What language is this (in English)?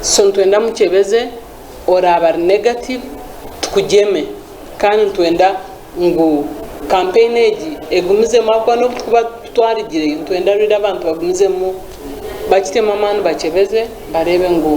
Nyankole